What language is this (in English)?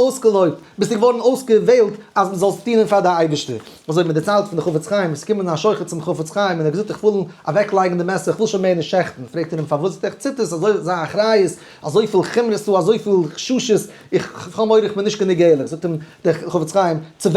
Yiddish